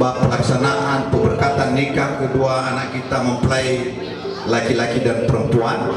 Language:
Nias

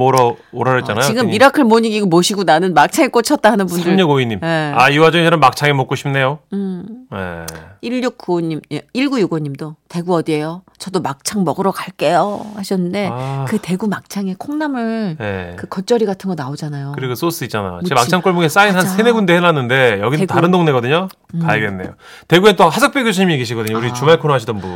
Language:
Korean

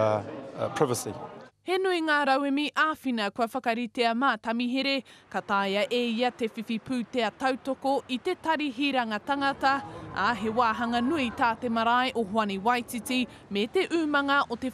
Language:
Māori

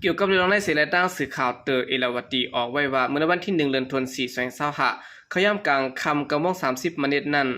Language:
Shan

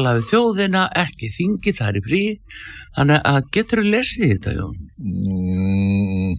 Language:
Icelandic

